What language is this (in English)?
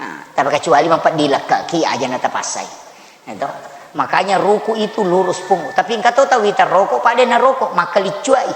Buginese